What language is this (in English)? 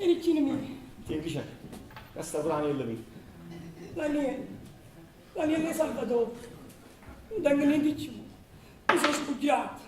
Neapolitan